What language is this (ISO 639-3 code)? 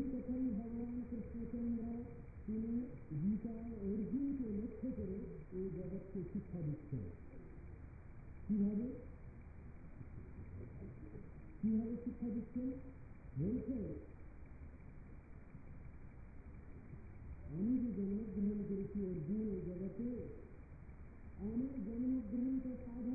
ben